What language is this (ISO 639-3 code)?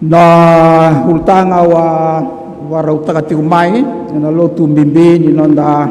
fij